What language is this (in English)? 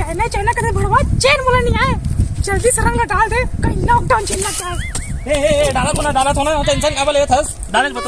Chhattisgarhi